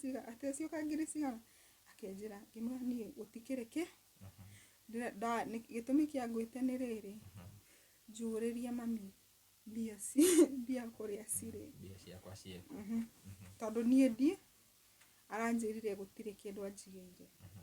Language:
Kikuyu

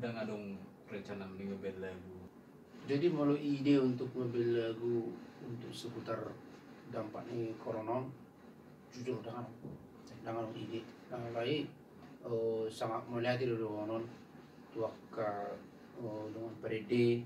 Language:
Batak Toba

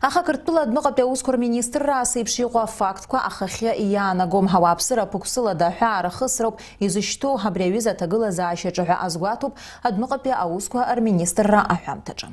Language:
Abkhazian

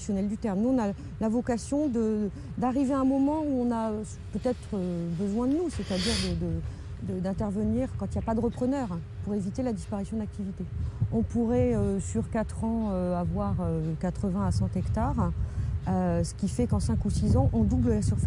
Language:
French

